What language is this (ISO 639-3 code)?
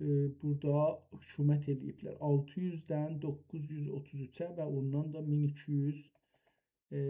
azb